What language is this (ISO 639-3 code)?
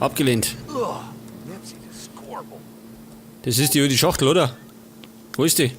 bar